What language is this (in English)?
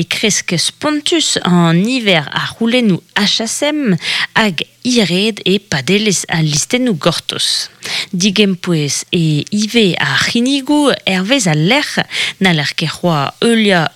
Breton